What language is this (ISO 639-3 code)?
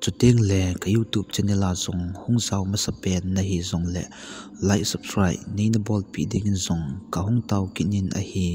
tcz